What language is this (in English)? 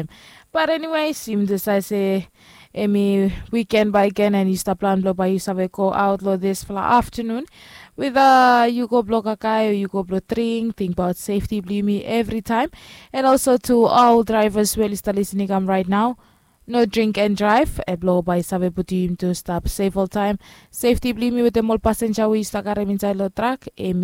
Bislama